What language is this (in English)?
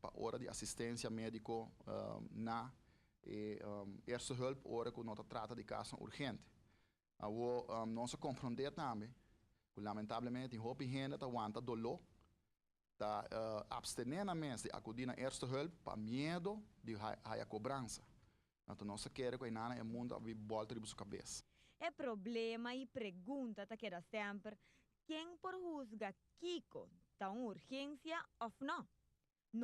Papiamento